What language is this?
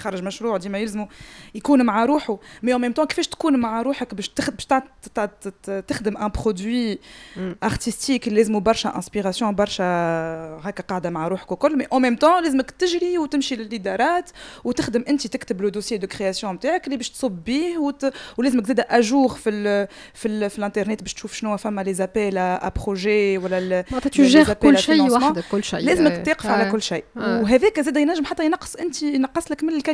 Tunisian Arabic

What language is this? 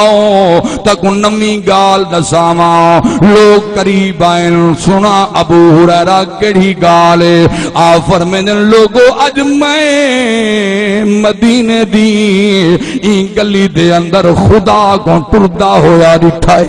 Saraiki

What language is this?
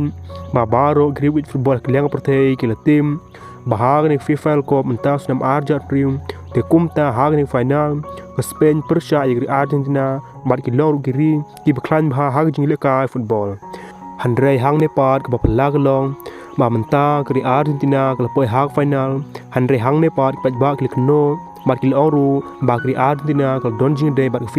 Khasi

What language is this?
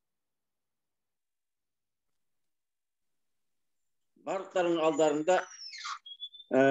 Kazakh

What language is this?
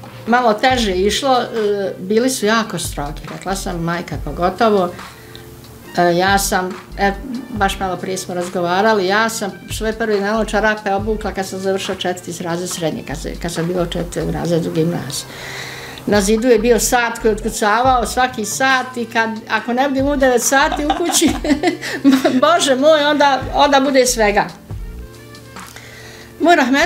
Bosnian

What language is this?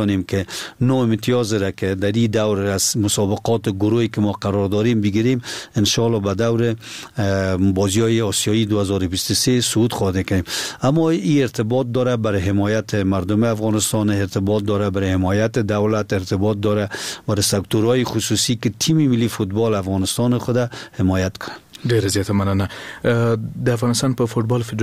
Persian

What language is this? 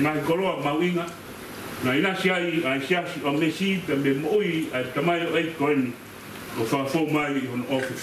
Tongan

